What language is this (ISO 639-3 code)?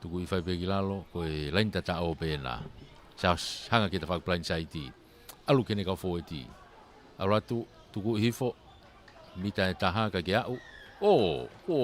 ton